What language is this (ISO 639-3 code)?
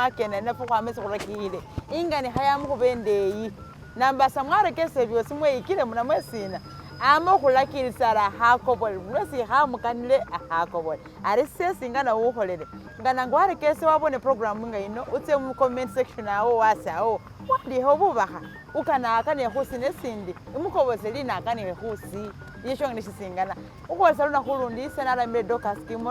myx